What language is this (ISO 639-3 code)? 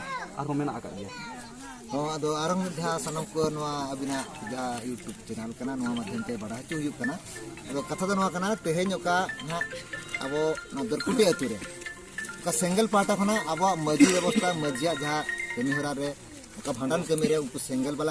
sat